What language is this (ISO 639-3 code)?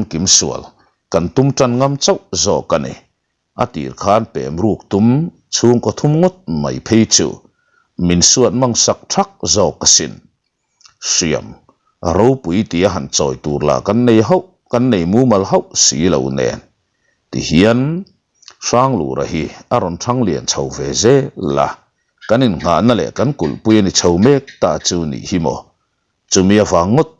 lus